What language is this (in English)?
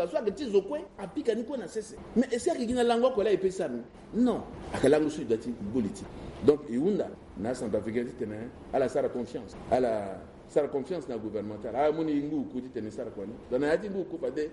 Sango